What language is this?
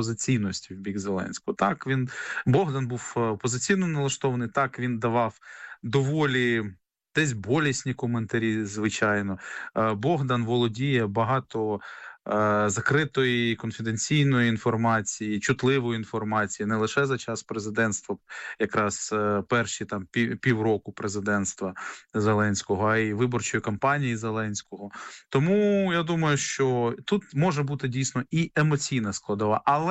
Ukrainian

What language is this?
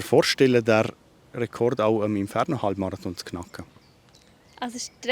Swiss German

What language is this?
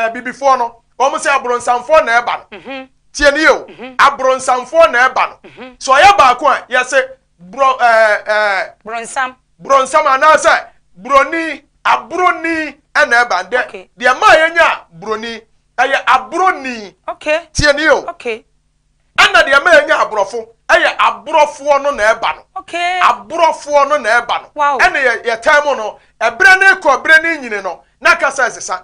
Akan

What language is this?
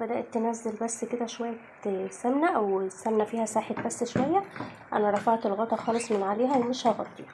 Egyptian Arabic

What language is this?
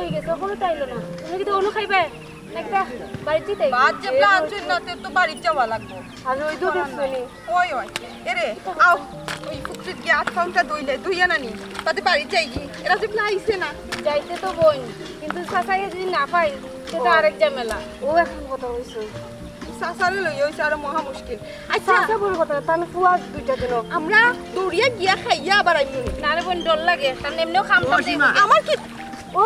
Sylheti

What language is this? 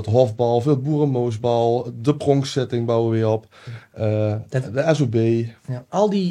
Limburgish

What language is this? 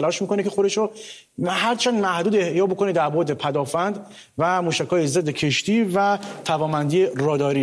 Persian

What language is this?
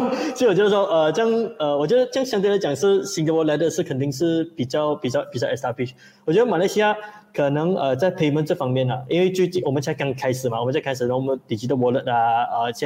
Chinese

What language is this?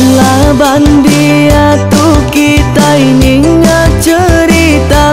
Iban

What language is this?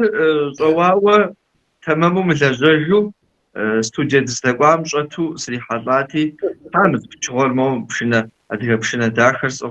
Kabardian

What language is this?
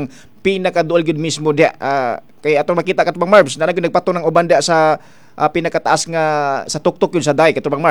Cebuano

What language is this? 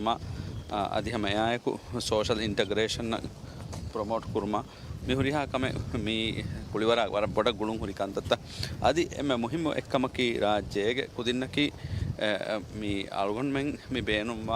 Divehi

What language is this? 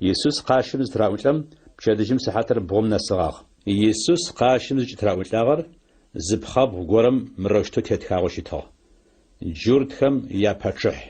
Adyghe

